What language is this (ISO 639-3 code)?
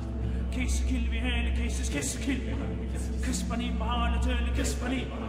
est